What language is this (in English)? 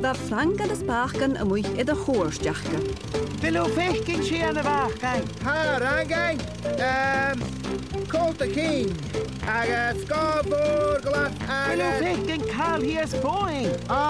Scottish Gaelic